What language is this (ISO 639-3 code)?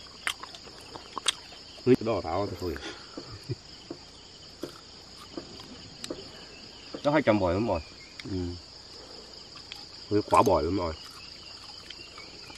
vie